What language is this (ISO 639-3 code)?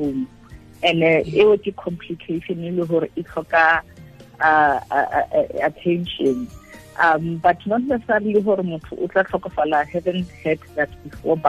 tsn